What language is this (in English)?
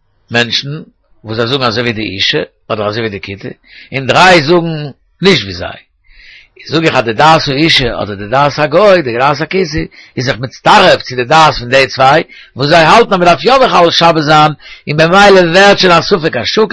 Yiddish